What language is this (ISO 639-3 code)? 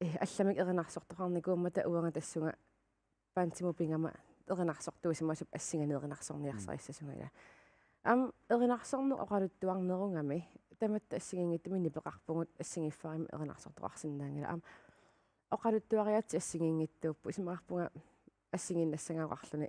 kal